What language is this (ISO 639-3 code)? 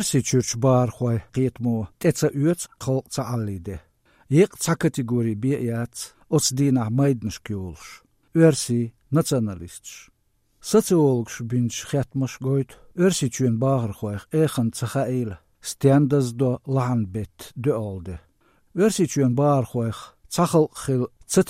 che